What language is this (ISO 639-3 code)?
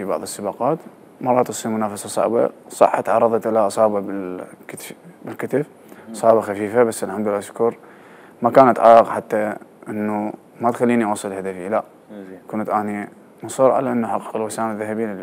acm